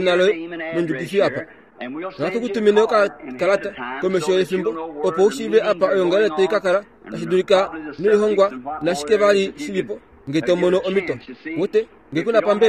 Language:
Kuanyama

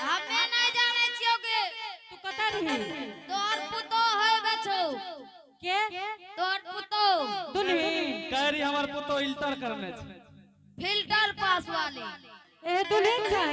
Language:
Angika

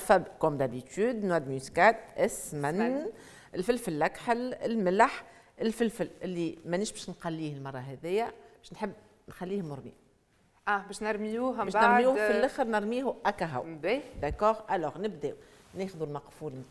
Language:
Tunisian Arabic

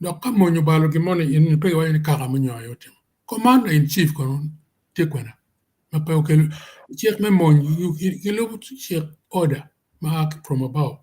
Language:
Acoli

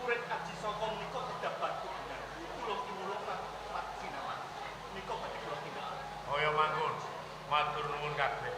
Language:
Javanese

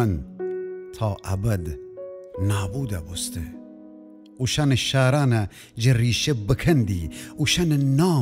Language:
Gilaki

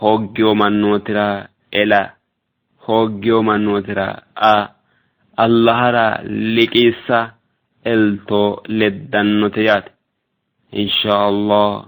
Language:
Sidamo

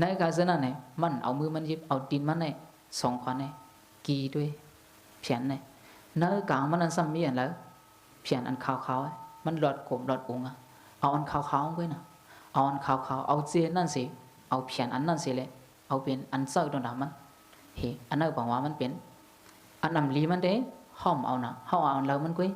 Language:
Shan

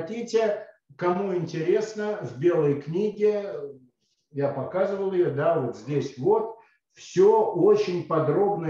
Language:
Russian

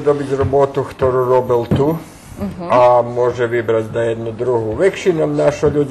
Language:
Rusyn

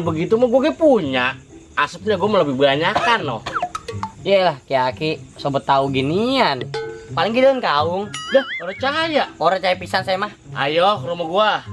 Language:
Betawi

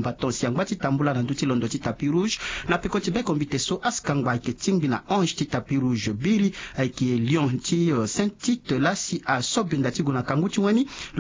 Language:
Sango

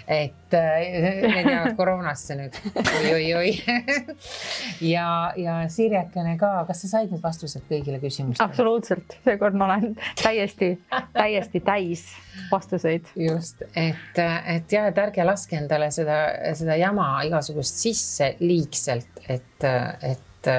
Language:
Estonian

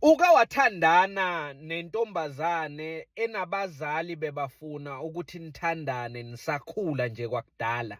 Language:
Zulu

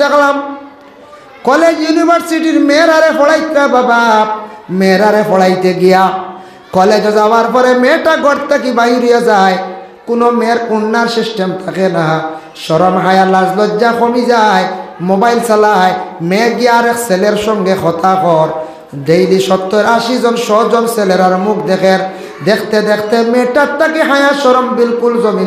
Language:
Sylheti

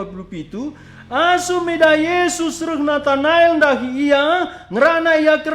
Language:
Batak Karo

